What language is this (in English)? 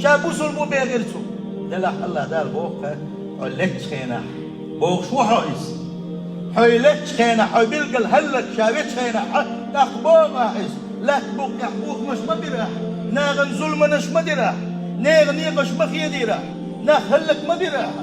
Chechen